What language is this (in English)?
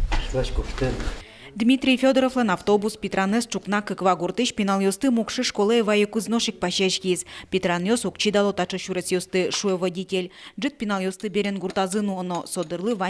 Udmurt